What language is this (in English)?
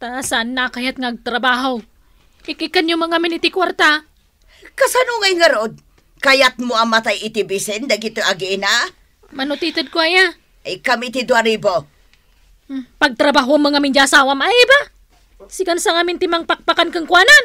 Iloko